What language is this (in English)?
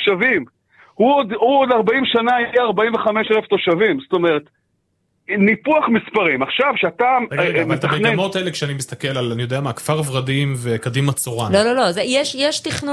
Hebrew